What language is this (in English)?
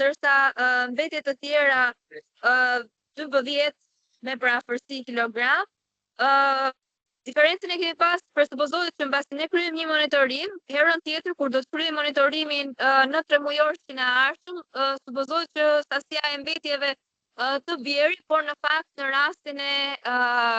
Albanian